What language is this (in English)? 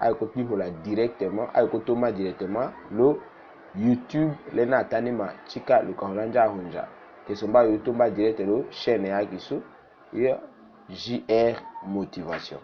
Tetela